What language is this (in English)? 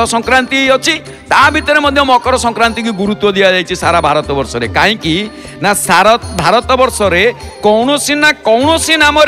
Odia